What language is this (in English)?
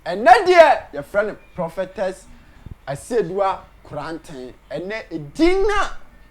Akan